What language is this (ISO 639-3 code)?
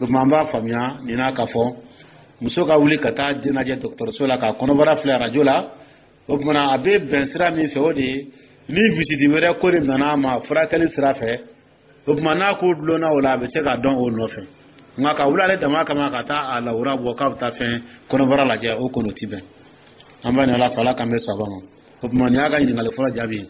dyu